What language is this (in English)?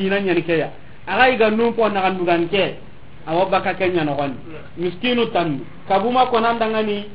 Soninke